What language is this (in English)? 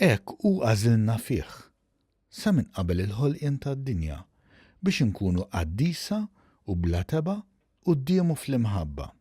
Maltese